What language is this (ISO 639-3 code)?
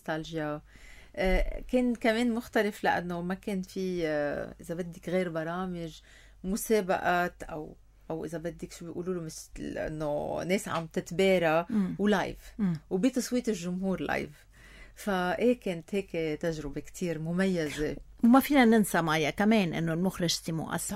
apc